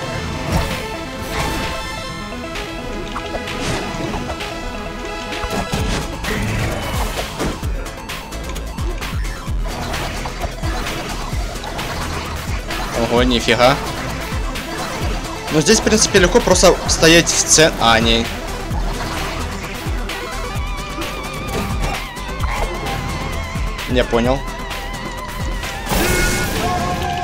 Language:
Russian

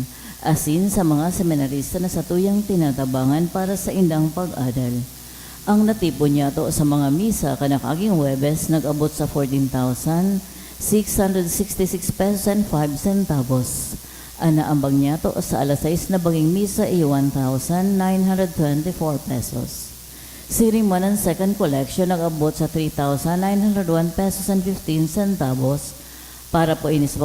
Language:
Bikol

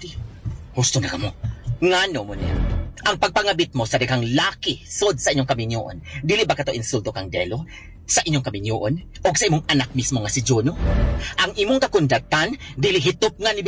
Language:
Cebuano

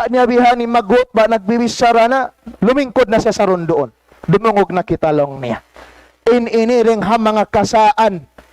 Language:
Tausug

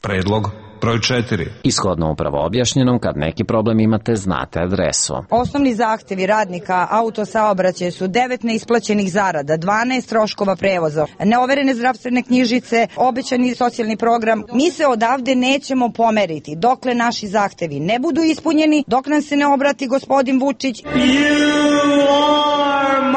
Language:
Serbian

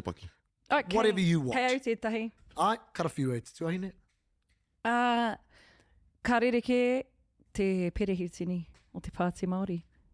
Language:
Māori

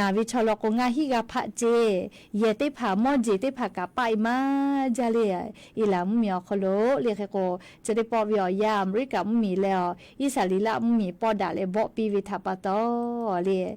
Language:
Lahu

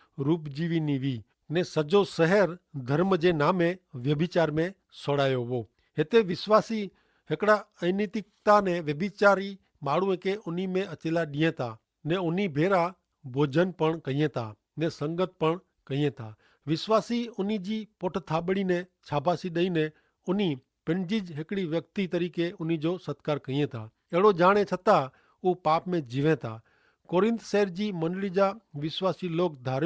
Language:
Kachhi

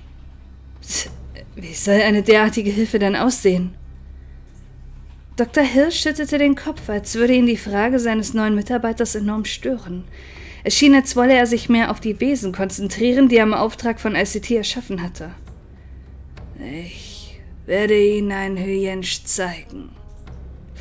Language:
German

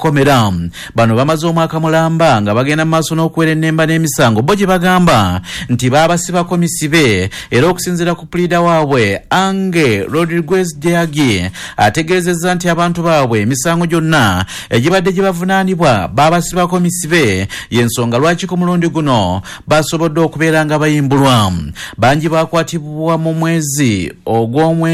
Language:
Ganda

